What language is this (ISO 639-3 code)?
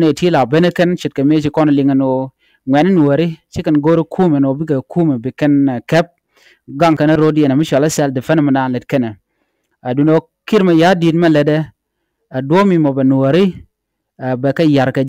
nus